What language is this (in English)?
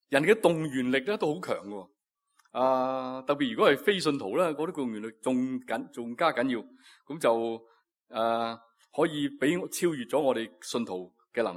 Cantonese